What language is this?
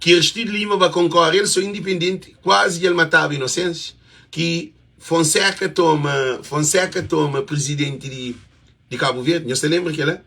Kabuverdianu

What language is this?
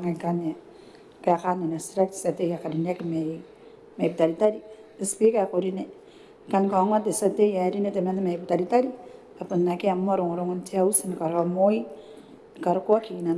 Gilbertese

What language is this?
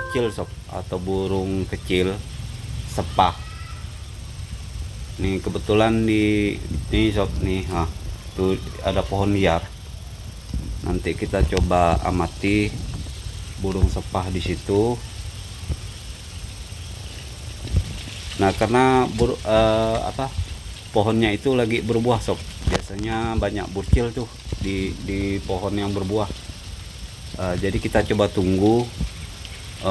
Indonesian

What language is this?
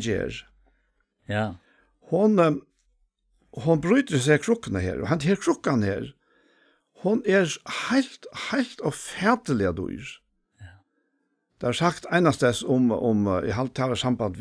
Faroese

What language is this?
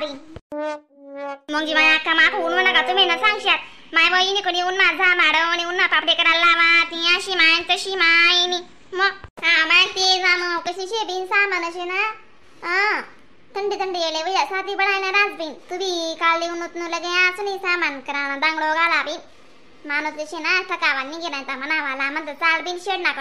Khandesi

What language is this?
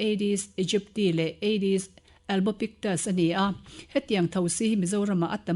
Mizo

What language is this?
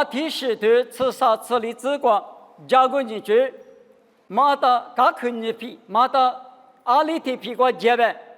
Lisu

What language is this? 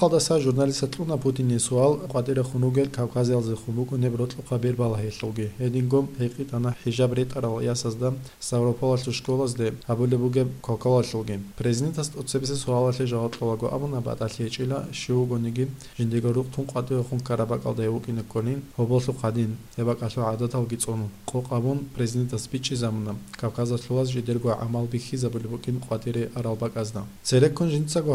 Avaric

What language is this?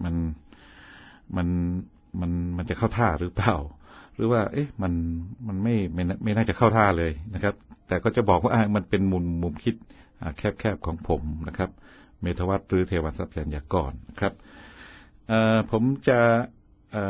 Thai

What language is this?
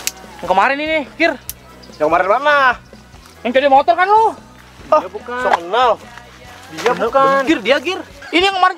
Betawi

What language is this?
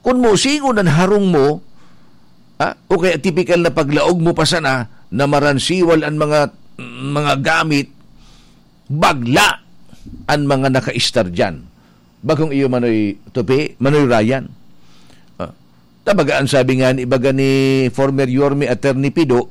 Bikol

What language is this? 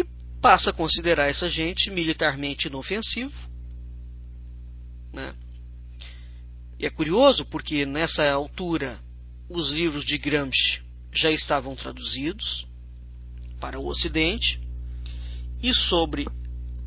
Portuguese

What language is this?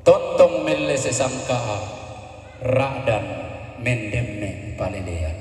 Toraja-Sa'dan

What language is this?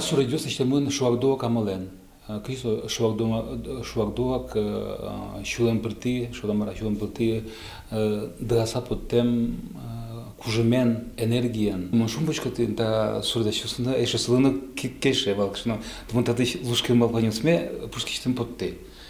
Udmurt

